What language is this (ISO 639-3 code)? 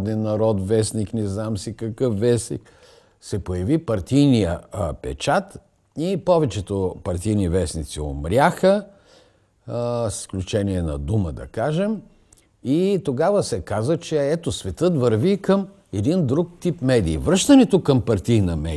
bul